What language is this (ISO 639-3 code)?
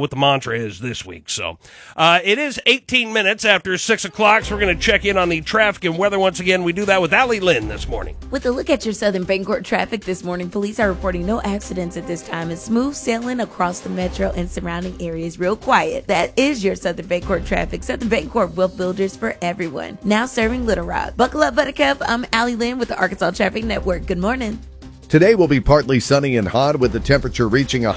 eng